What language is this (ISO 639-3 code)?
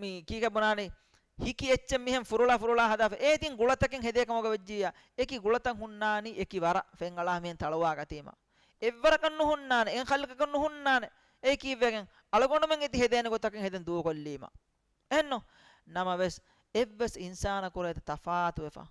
div